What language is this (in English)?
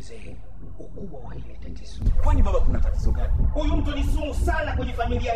Swahili